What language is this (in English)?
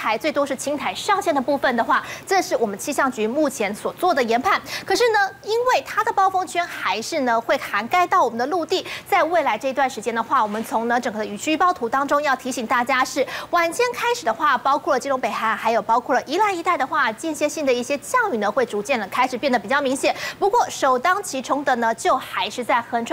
Chinese